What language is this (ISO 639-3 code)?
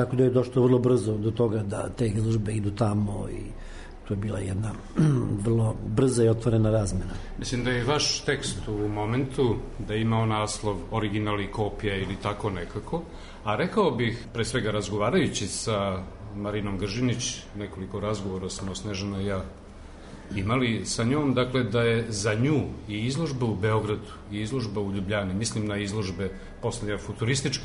srp